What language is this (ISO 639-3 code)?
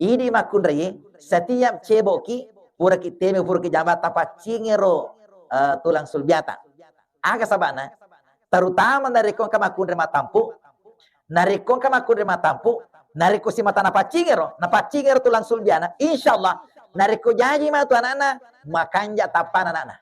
bug